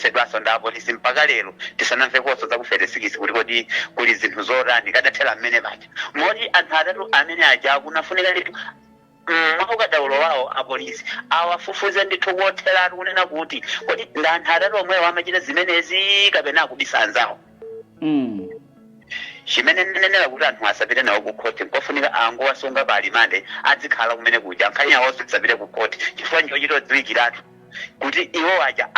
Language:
Nyanja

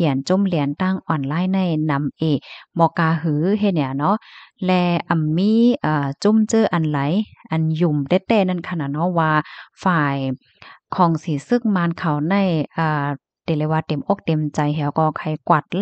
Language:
Shan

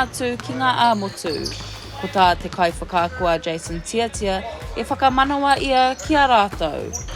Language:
Māori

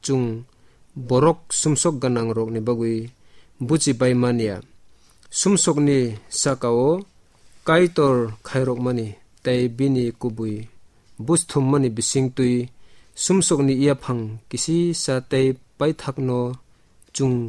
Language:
Kok Borok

